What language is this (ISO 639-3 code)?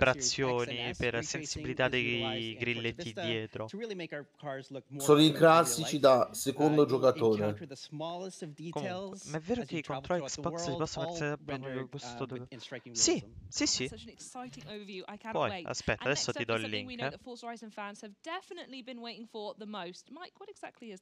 ita